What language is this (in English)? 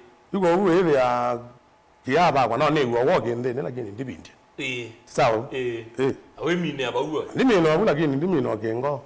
Kamba